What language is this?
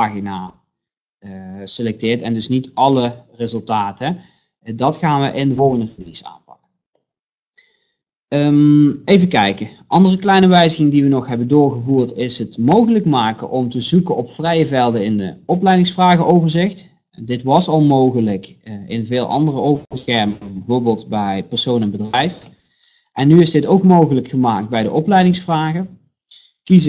Dutch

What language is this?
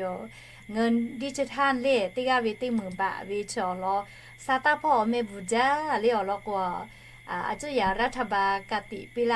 Lahu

